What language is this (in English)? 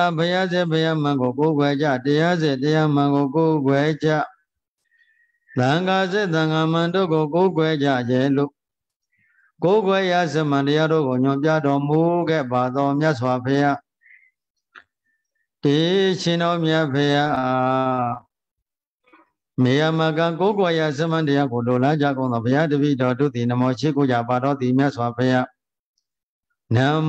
Burmese